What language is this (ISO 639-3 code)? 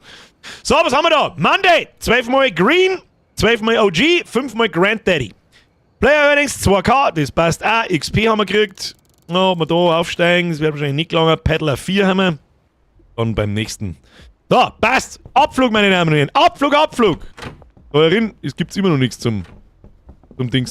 bar